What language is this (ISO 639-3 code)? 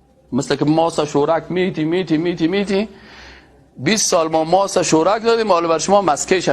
fas